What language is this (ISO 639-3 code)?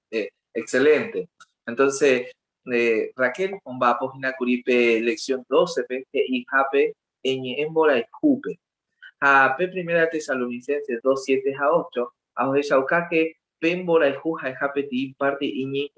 grn